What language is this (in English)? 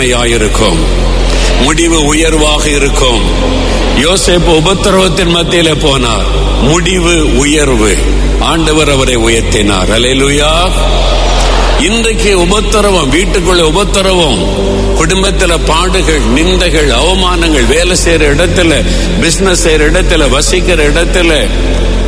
Tamil